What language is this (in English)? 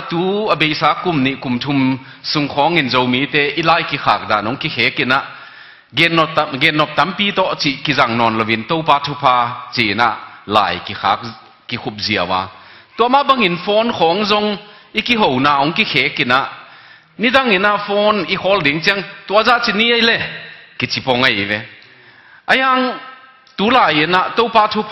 Tedim Chin